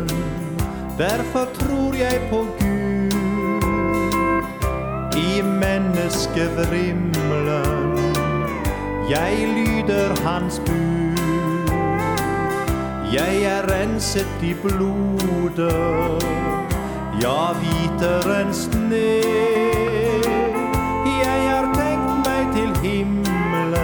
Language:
Norwegian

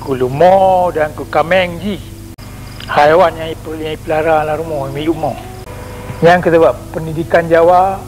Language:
Achinese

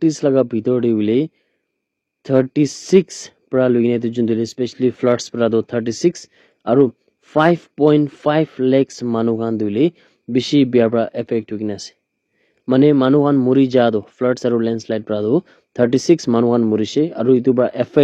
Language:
Naga Pidgin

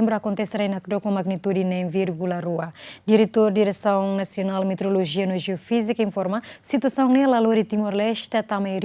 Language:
Tetum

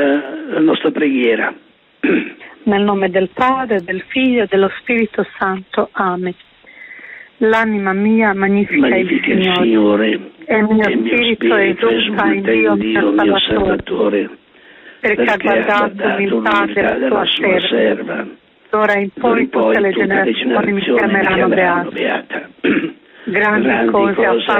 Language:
Italian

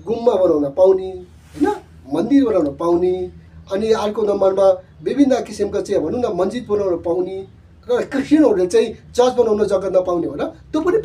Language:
Nepali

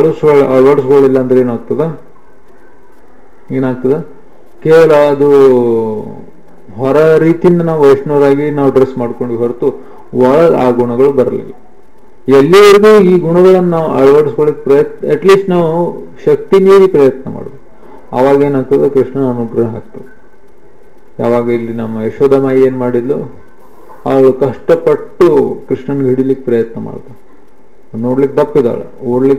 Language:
Kannada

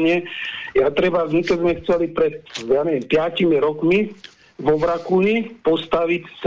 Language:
Slovak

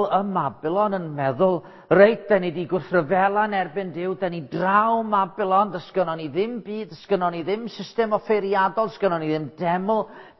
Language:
Welsh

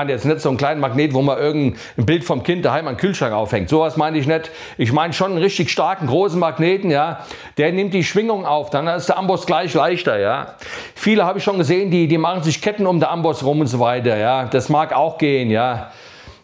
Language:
German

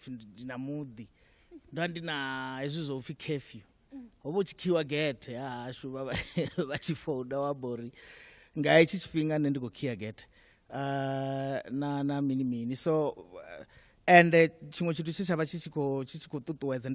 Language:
Venda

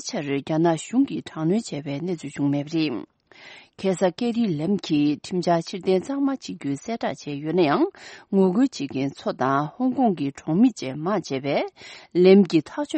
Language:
Tibetan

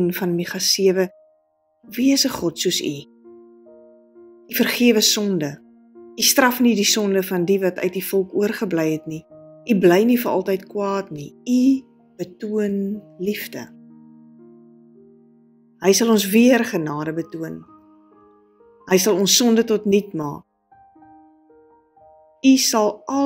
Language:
Afrikaans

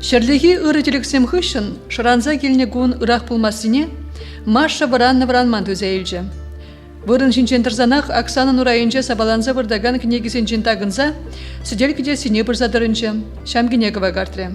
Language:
Chuvash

